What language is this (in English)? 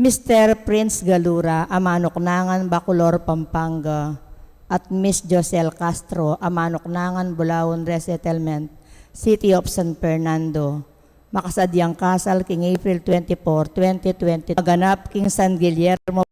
Pampanga